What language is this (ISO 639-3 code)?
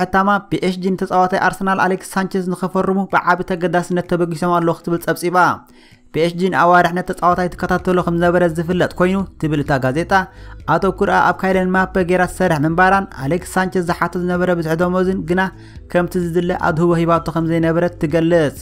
tir